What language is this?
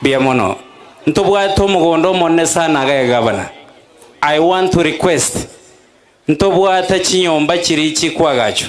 Gusii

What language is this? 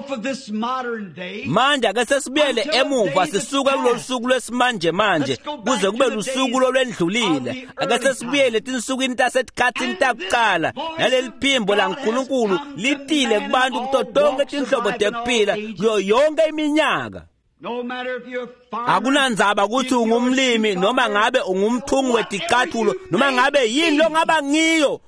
Swati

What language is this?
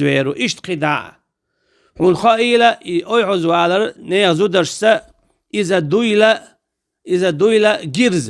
Chechen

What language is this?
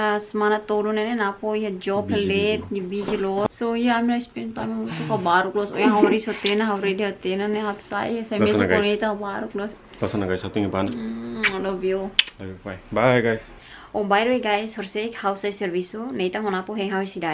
Tetum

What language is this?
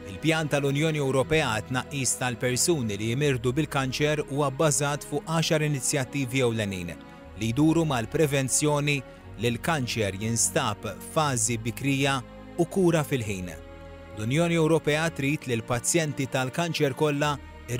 Maltese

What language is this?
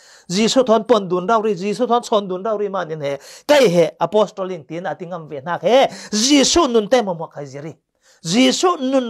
Falam Chin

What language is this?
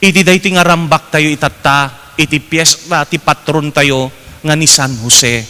Iloko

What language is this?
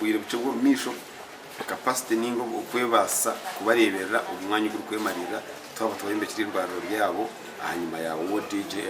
Nyankole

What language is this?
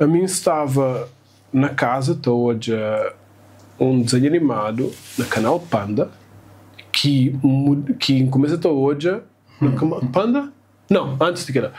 Kabuverdianu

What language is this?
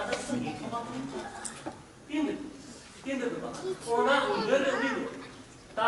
Santali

